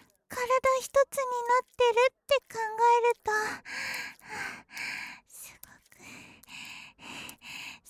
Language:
Japanese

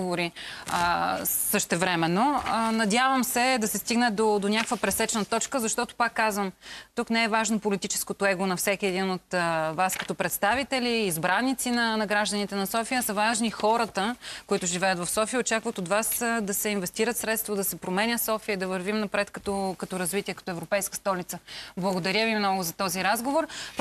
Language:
Bulgarian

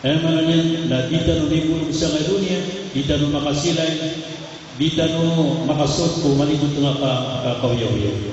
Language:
Maranao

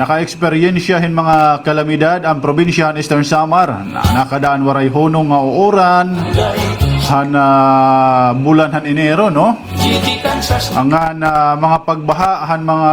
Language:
Waray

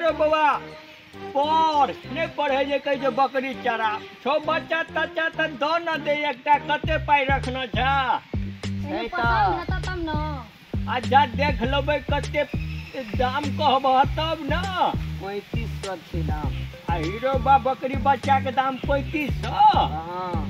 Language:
Maithili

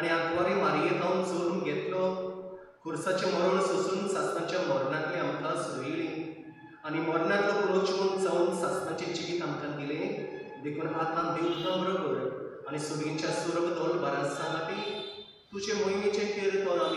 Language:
Konkani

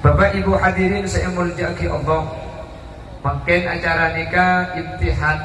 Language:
Madurese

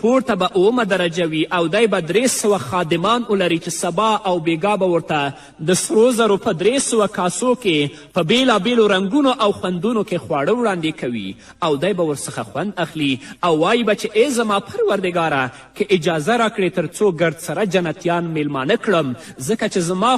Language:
Pashto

